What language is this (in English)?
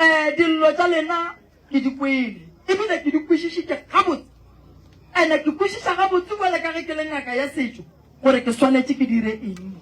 Northern Sotho